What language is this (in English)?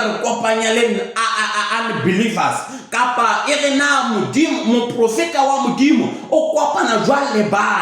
Southern Sotho